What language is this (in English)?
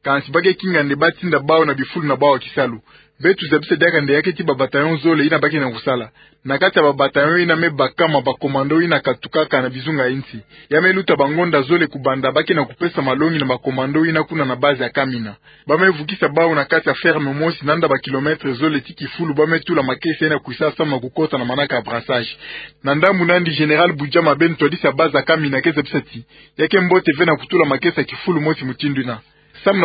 Kituba (Democratic Republic of Congo)